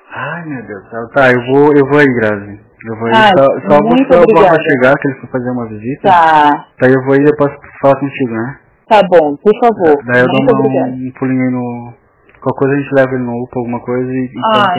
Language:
Portuguese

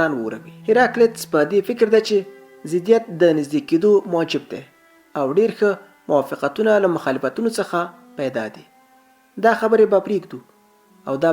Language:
Pashto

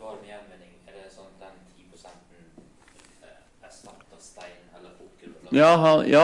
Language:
Norwegian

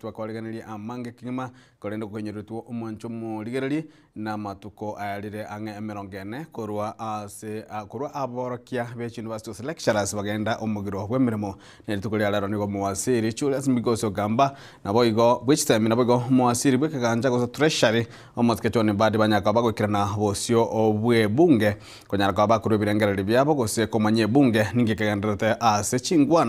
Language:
Gusii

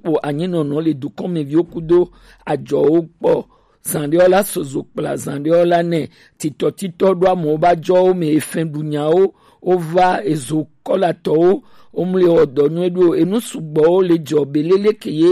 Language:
Gen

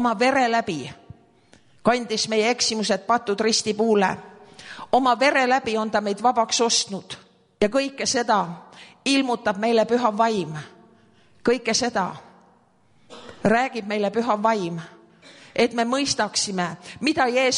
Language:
Estonian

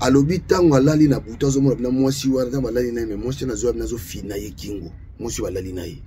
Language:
Lingala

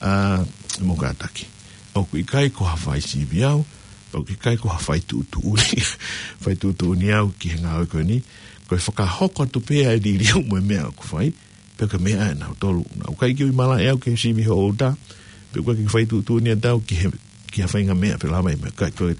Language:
Tongan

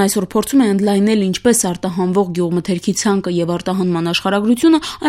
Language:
Armenian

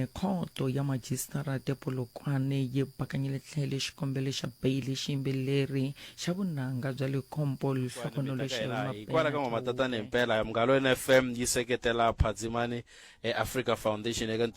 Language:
Tsonga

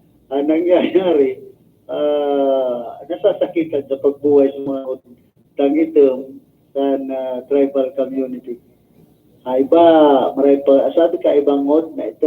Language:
Bikol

